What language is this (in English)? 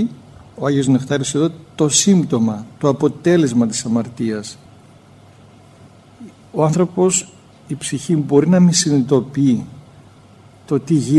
Greek